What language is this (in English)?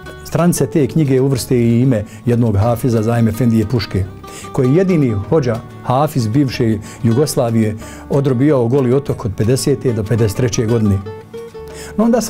Bosnian